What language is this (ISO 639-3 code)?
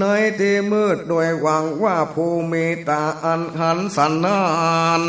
nod